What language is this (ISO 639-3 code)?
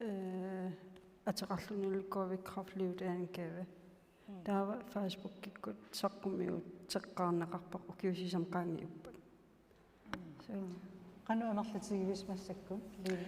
kal